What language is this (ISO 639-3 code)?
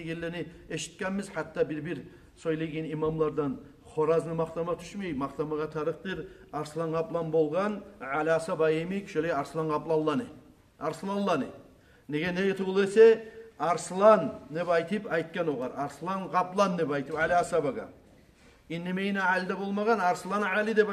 kum